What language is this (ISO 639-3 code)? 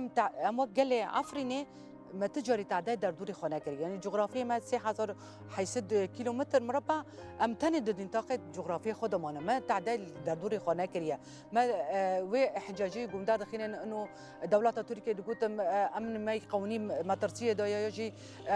kur